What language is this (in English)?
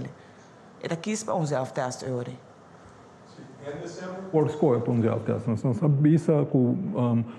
Papiamento